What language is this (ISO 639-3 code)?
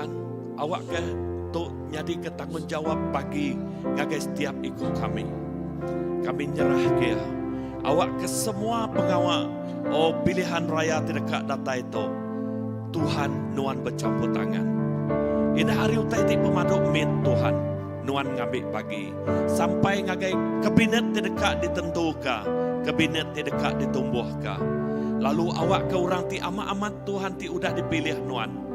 iba